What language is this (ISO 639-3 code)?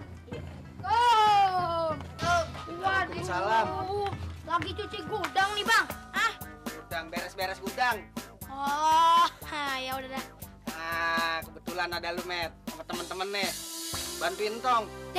bew